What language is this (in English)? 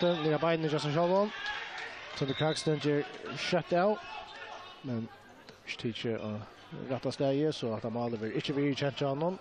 Faroese